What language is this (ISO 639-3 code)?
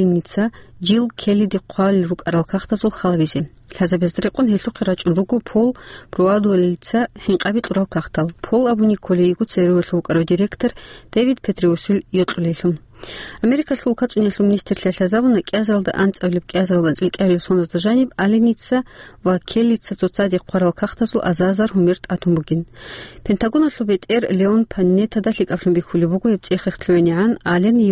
ava